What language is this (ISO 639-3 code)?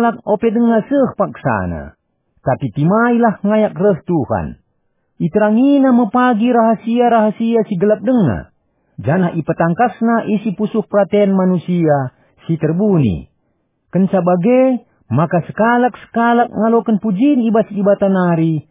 btx